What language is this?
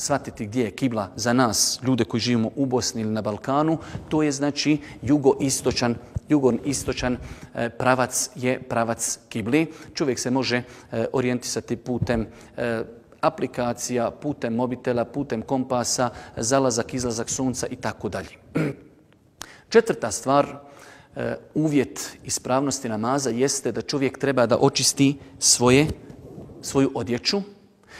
Bosnian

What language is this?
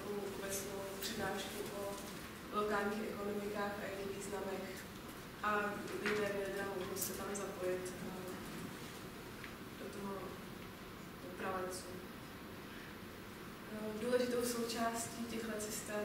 Czech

